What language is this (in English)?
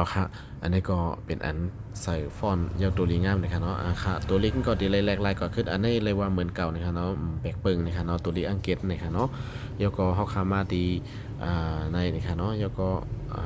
Shan